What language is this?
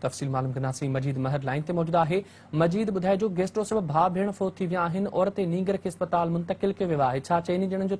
Sindhi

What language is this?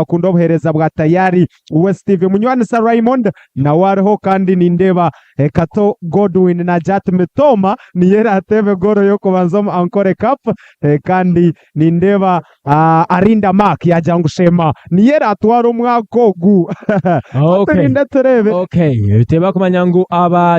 Nyankole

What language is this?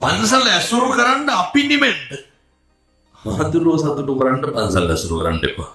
Sinhala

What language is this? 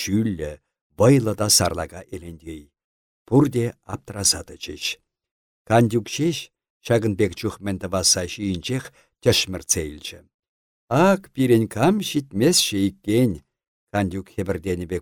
Chuvash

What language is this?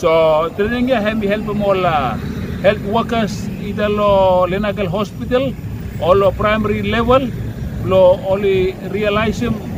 Bislama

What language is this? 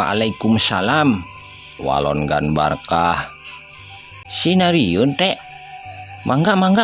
Sundanese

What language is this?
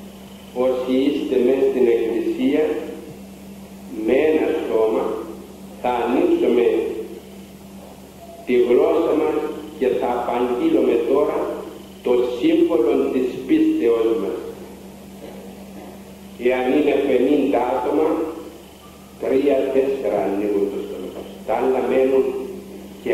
Greek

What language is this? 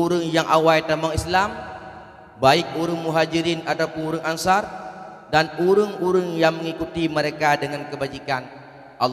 Achinese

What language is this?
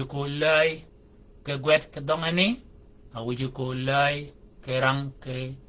Shilluk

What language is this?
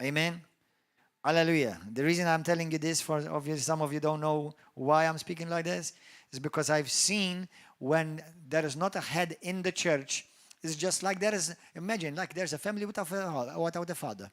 English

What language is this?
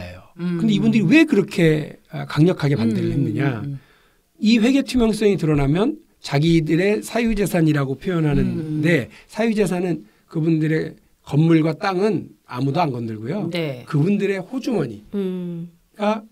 Korean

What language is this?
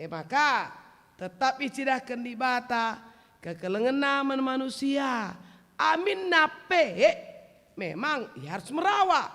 Batak Karo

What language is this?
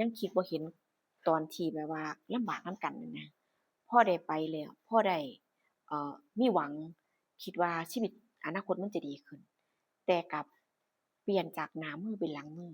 Northeastern Thai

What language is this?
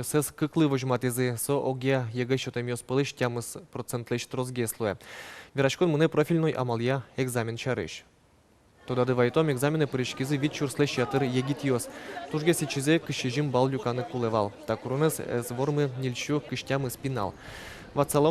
Udmurt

